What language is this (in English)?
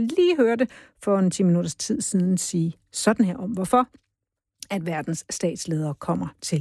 Danish